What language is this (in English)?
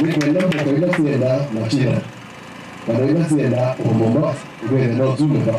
Kamba